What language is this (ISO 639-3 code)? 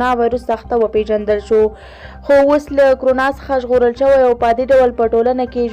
pus